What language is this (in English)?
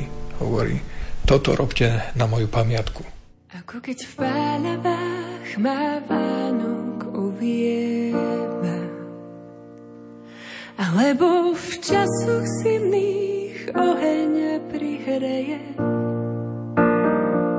Slovak